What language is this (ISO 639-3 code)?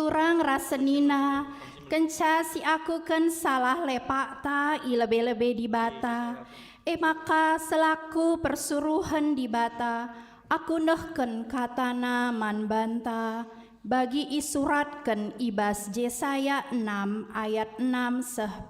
btx